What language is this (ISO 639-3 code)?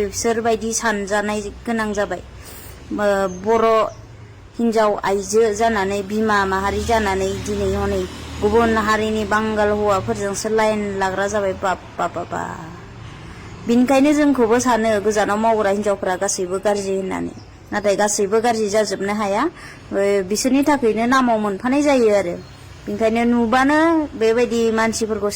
brx